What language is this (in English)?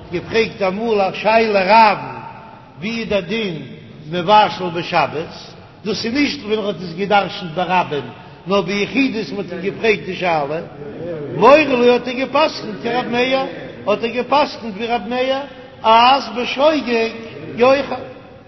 Yiddish